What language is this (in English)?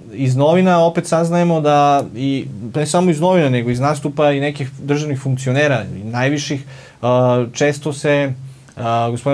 Serbian